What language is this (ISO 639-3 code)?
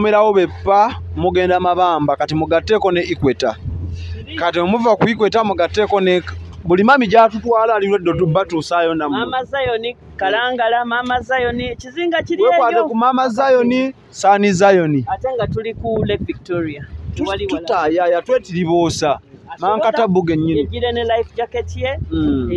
lug